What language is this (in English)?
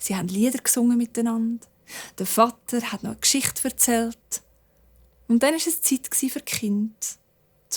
Swiss German